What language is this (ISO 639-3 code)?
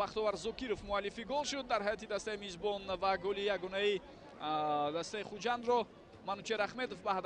tgk